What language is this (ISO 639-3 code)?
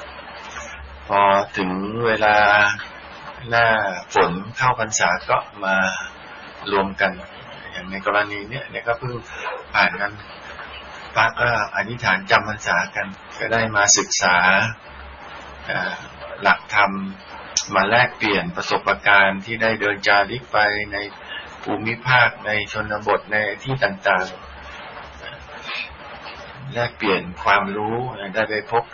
tha